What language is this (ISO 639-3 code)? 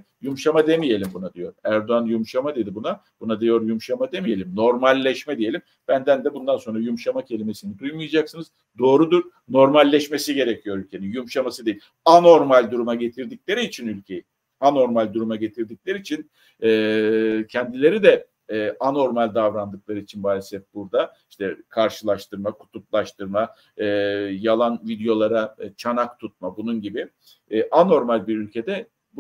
tur